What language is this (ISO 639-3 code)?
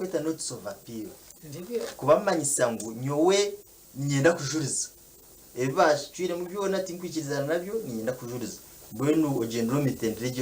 nyn